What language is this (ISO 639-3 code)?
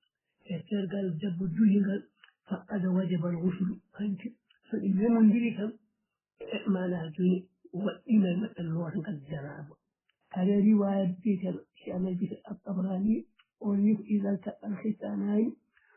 ful